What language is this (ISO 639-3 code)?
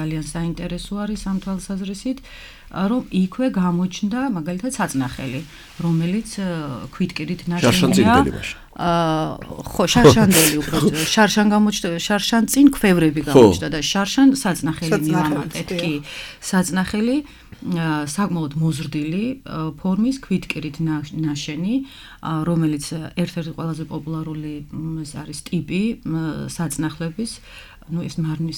kat